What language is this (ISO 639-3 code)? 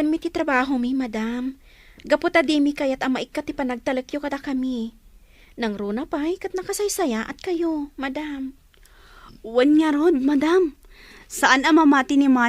ilo